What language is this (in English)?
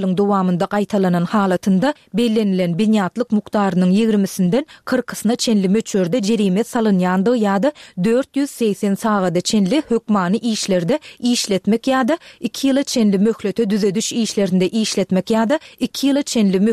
Turkmen